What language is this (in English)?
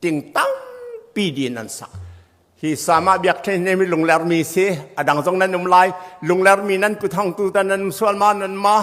Hakha Chin